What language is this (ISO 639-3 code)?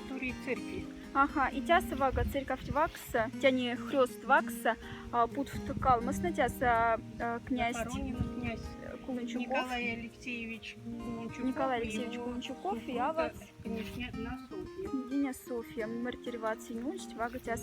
mdf